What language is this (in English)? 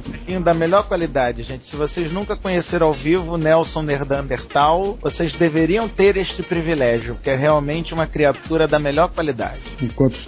Portuguese